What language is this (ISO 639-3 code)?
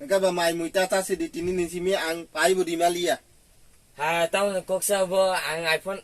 trp